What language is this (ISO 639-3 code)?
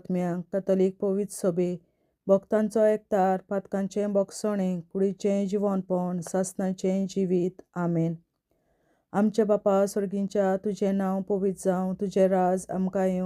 kok